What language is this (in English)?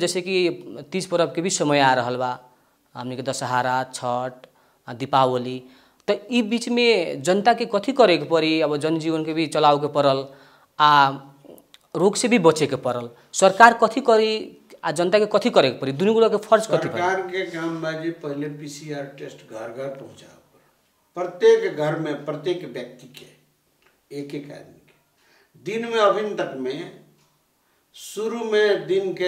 Bhojpuri